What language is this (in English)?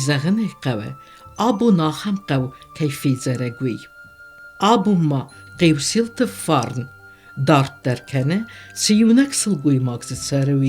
Ossetic